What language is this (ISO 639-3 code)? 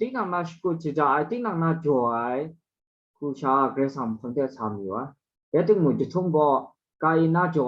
kac